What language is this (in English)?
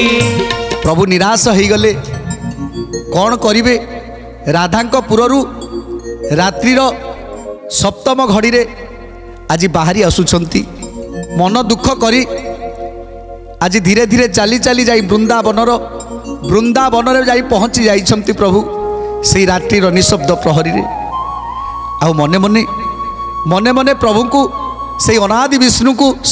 Odia